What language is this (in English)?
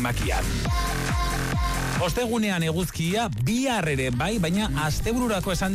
Basque